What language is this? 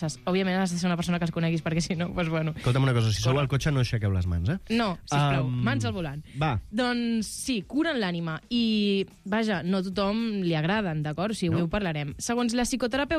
Catalan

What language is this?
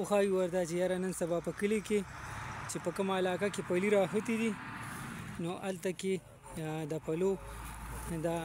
Pashto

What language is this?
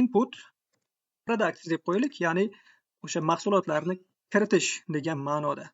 Uzbek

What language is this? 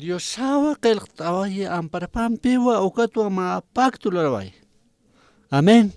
Aymara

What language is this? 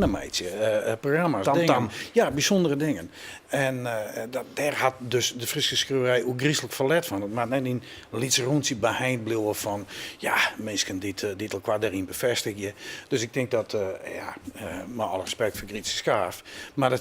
Western Frisian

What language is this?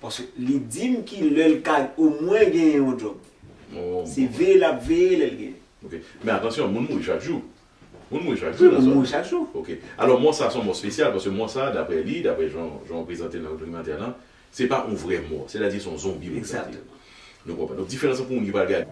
Haitian Creole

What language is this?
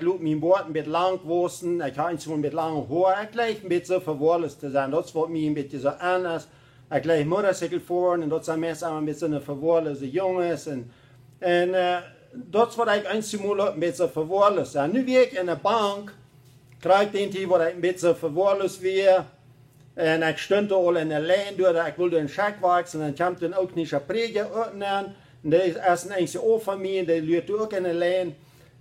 Plautdietsch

